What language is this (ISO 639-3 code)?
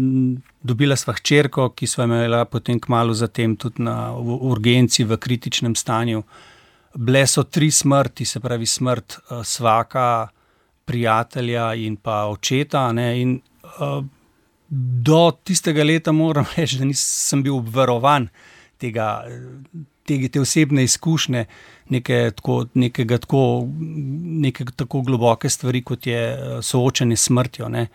slv